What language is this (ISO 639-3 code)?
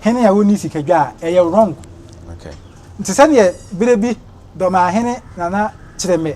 aka